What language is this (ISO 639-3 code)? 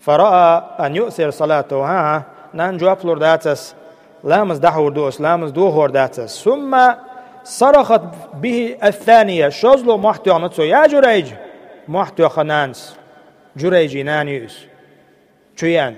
che